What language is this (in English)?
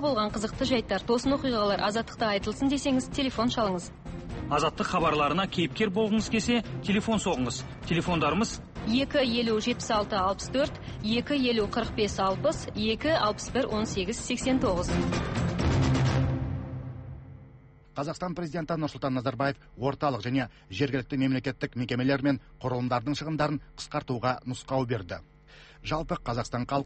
Kazakh